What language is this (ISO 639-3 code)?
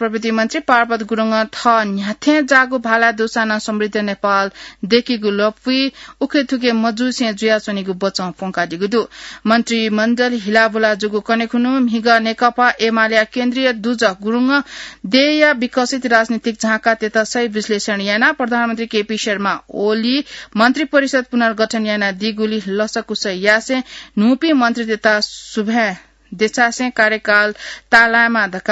new